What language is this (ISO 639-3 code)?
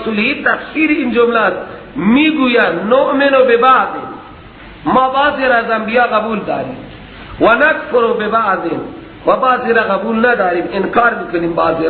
fas